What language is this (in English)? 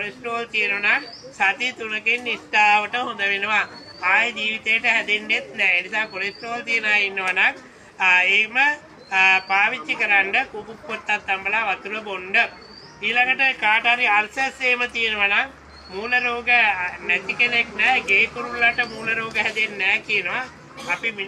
Sinhala